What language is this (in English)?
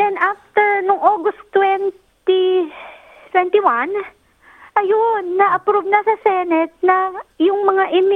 Filipino